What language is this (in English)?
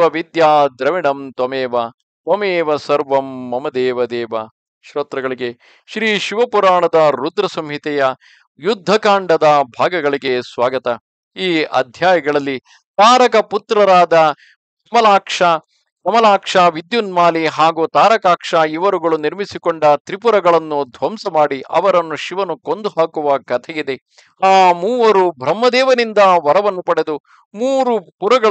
Kannada